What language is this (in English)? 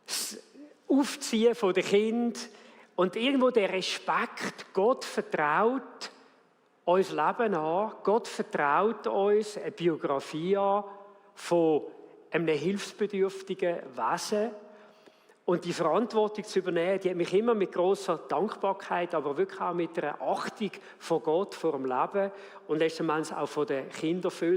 Swiss German